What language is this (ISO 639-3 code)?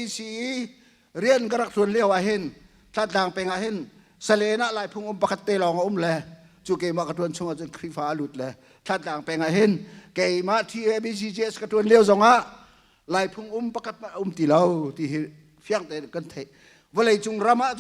cnh